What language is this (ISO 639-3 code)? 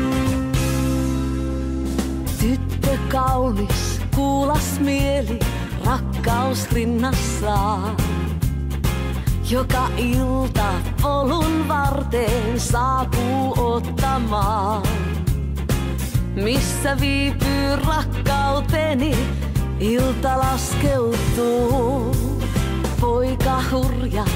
fin